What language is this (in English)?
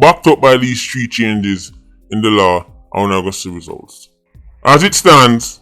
Jamaican Creole English